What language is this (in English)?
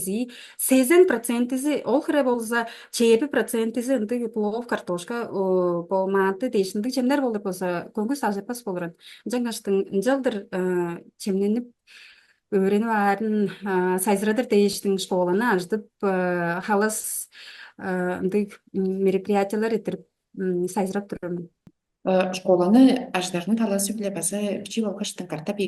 Tuvinian